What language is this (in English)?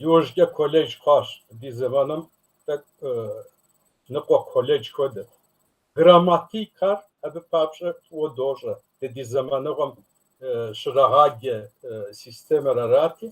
Kabardian